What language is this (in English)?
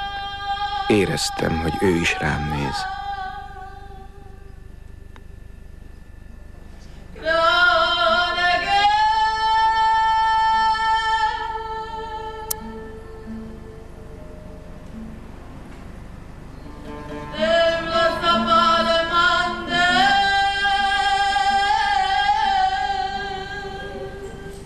Hungarian